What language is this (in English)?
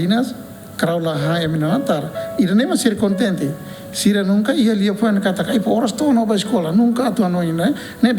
Tetum